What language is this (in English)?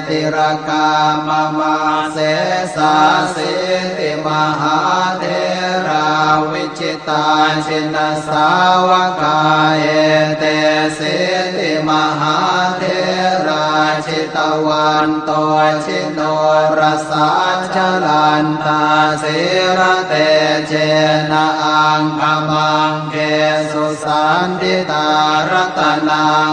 Pali